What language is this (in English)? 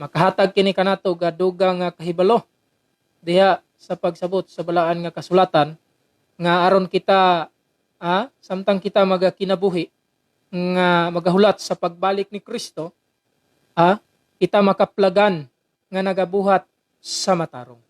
Cebuano